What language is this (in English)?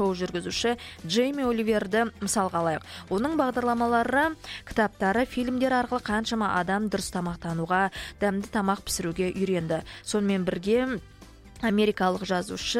Kazakh